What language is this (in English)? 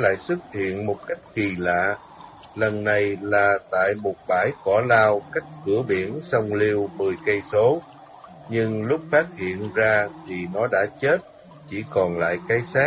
Vietnamese